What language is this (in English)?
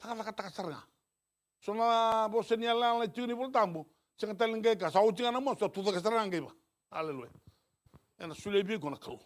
Fijian